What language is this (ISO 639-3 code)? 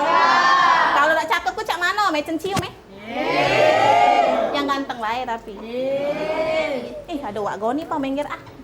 mui